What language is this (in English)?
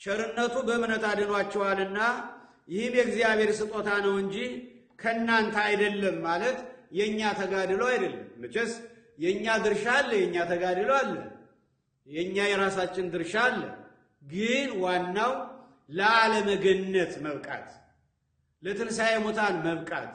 Amharic